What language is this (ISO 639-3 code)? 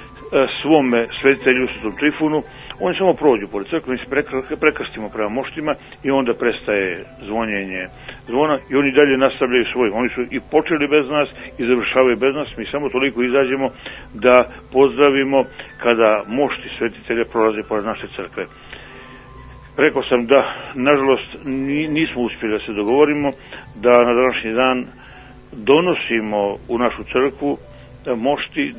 srp